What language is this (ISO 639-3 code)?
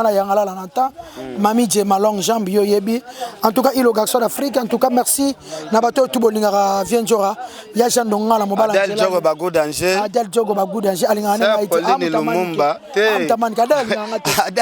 lin